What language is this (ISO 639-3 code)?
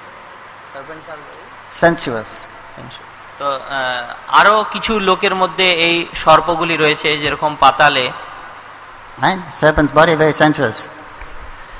ben